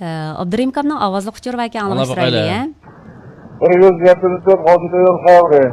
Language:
Uyghur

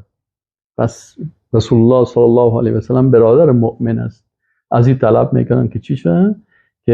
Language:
Persian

